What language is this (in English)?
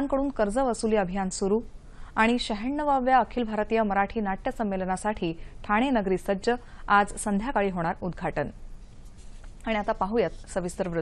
Marathi